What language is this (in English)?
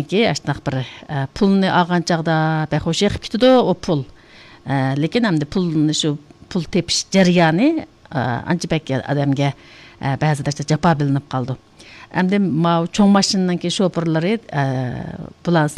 Uyghur